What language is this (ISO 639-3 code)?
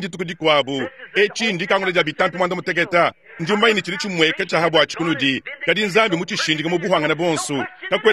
lua